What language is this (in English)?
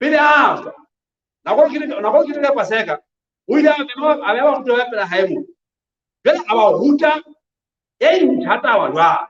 Southern Sotho